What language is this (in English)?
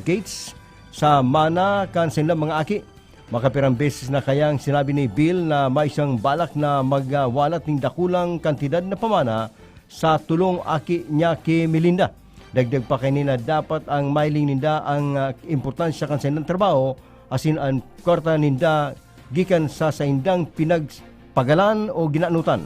Bikol